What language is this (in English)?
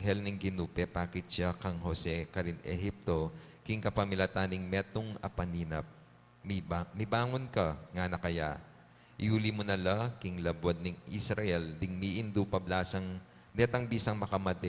Pampanga